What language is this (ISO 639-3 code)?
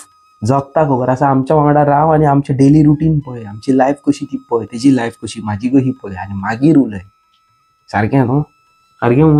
kok